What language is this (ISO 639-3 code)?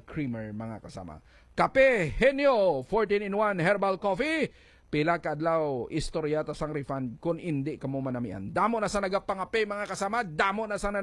hil